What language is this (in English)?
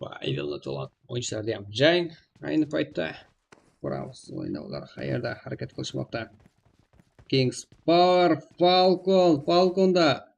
Kara-Kalpak